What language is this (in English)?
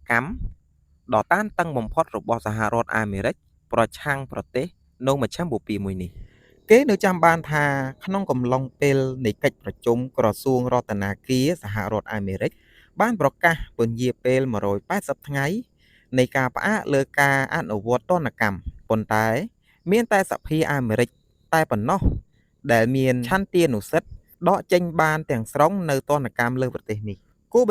Khmer